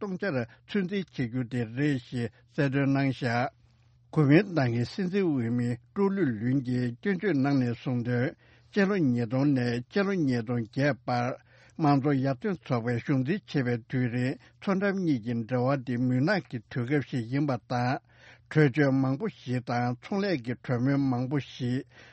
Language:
Tibetan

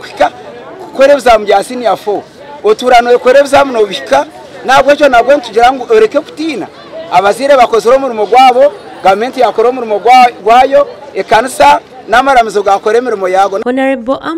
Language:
Nyankole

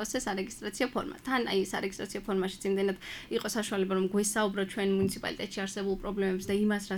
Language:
Georgian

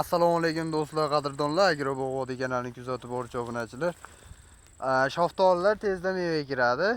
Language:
Uzbek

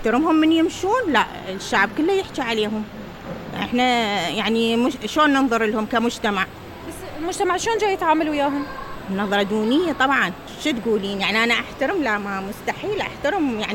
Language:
Mesopotamian Arabic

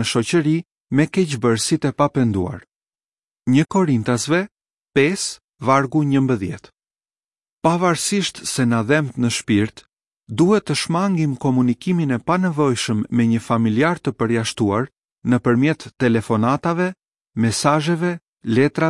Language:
Albanian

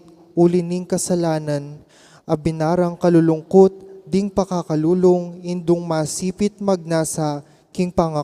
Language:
Pampanga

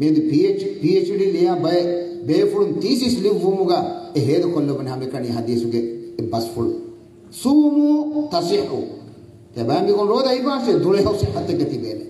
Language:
Divehi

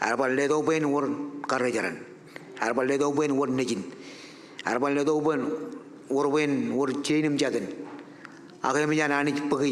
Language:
Marshallese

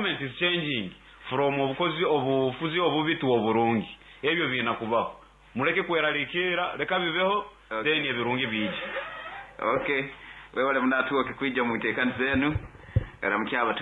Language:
Nyoro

